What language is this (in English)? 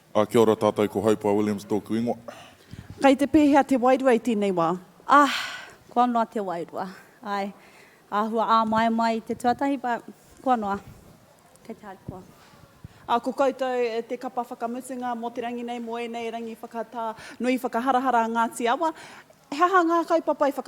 Māori